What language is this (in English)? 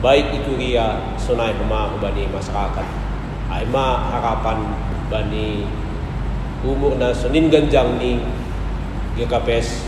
Batak Simalungun